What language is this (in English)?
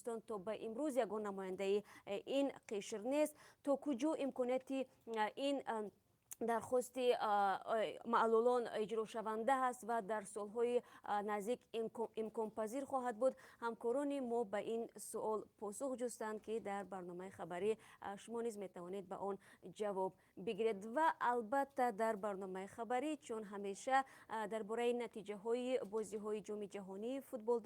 Tajik